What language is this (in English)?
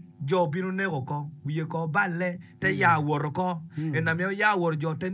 Acoli